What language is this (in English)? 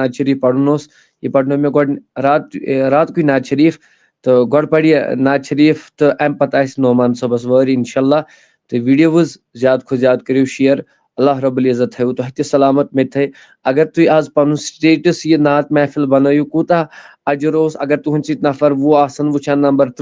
Kashmiri